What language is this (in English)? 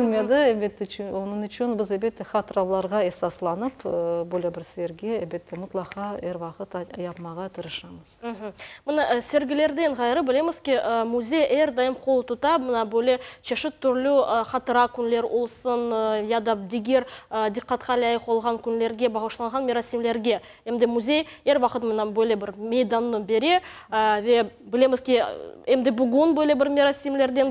Crimean Tatar